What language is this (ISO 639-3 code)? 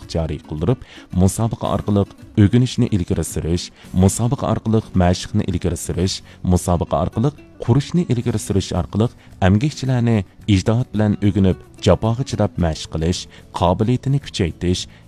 uig